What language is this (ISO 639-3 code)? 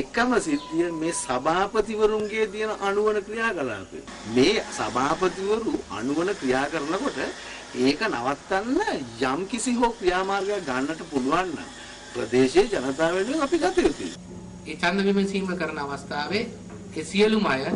sin